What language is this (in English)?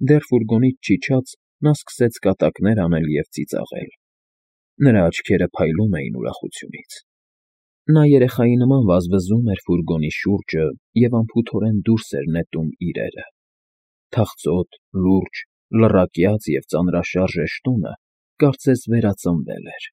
Armenian